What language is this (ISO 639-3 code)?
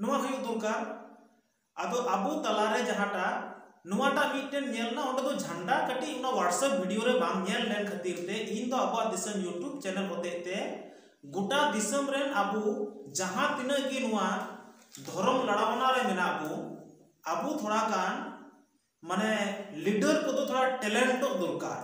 sat